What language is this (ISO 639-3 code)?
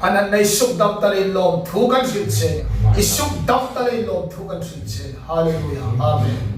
hmr